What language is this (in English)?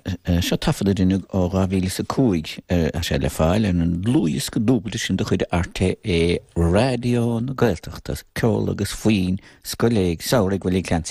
Irish